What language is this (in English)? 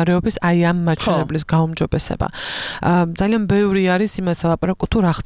Georgian